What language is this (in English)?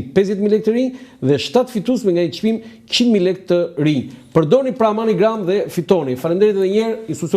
Albanian